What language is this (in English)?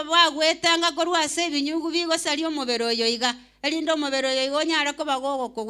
Gusii